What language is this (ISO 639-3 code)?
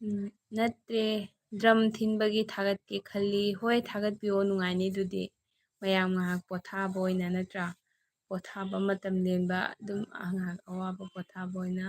mni